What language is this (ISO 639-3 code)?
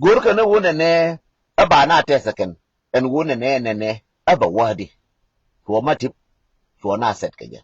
nus